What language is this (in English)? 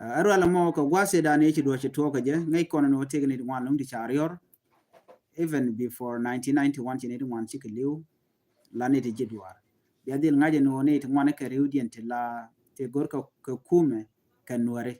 Nuer